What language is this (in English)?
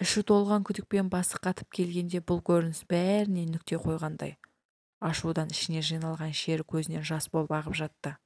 Kazakh